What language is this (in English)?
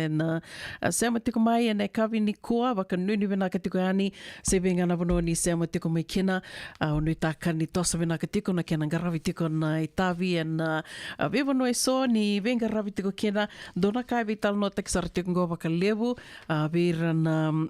Fijian